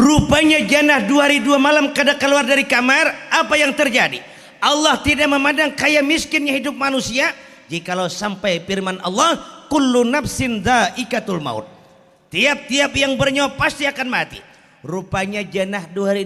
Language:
Banjar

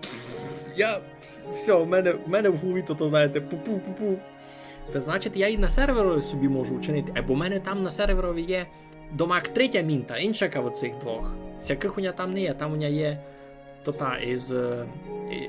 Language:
Rusyn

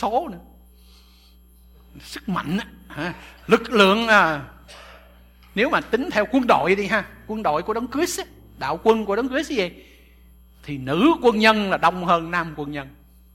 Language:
Vietnamese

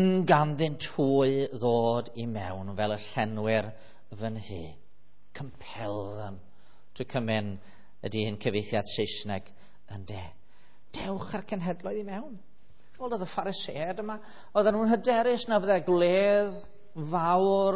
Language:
Welsh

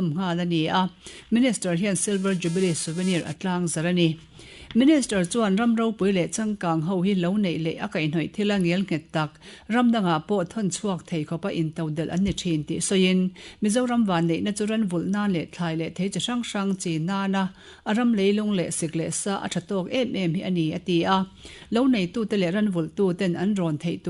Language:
Mizo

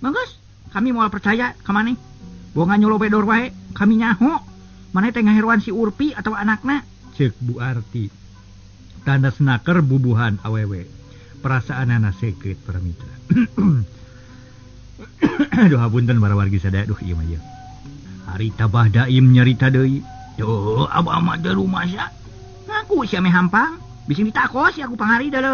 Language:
Sundanese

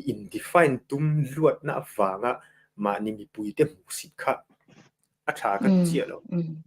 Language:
Mizo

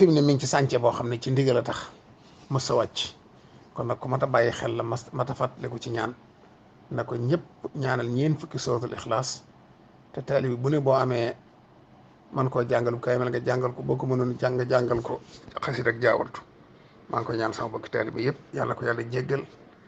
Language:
Wolof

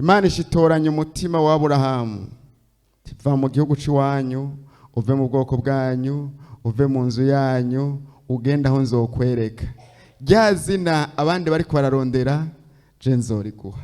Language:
Rundi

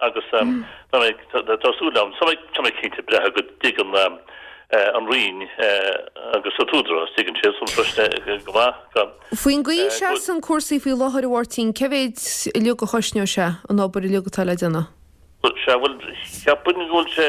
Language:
Irish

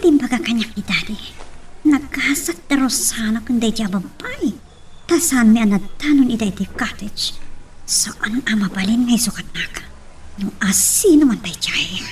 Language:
Iloko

